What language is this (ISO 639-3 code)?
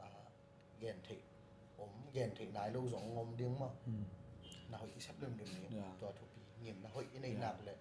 ctd